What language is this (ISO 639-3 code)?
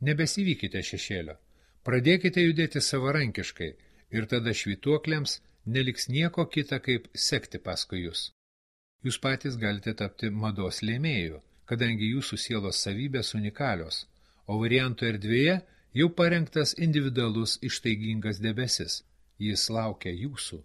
lit